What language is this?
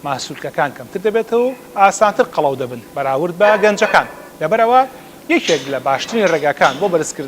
Central Kurdish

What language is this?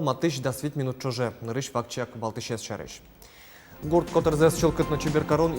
Udmurt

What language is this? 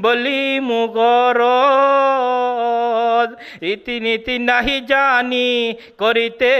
Sylheti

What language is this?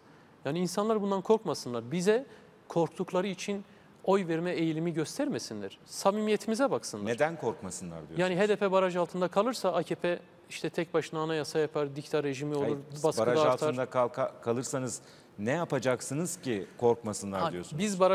Turkish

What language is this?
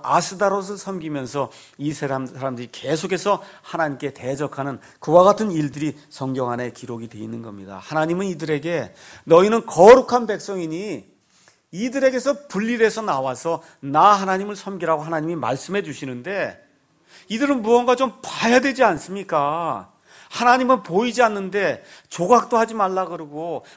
Korean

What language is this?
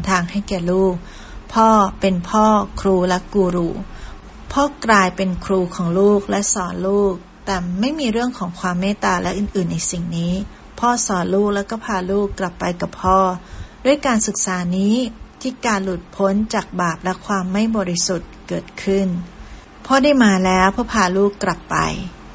Thai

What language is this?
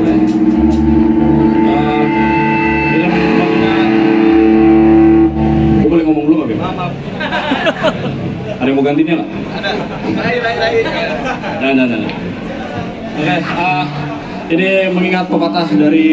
Indonesian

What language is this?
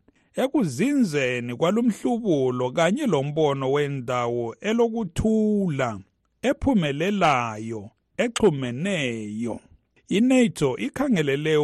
North Ndebele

